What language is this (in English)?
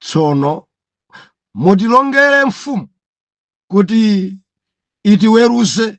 Nyanja